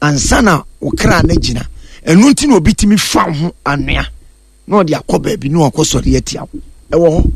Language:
Akan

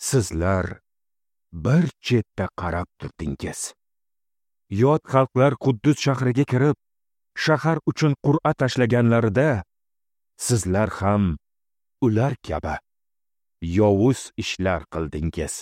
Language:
Uzbek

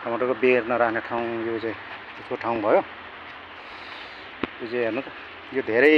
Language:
Nepali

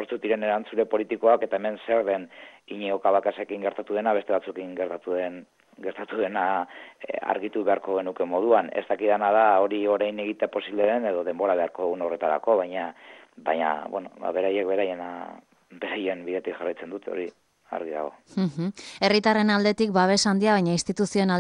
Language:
Basque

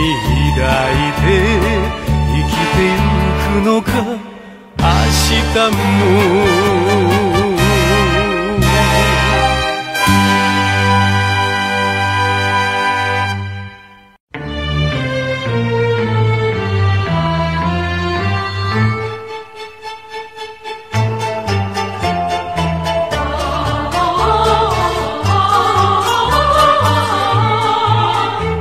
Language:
Japanese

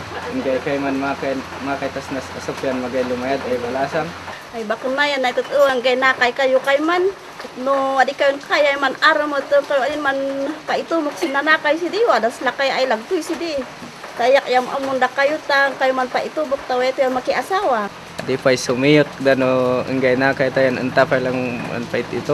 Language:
Kankanaey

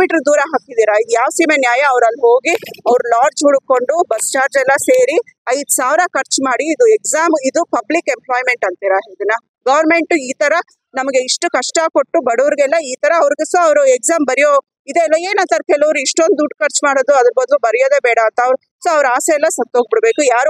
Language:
Kannada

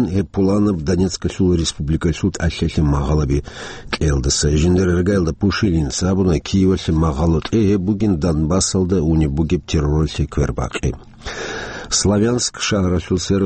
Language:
Avaric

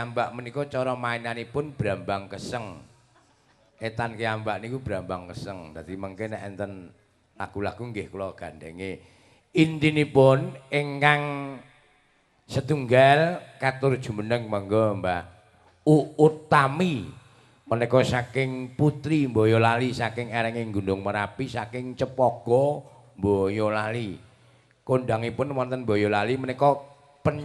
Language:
Javanese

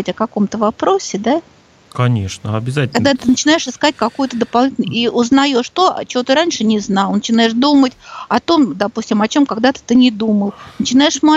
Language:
Russian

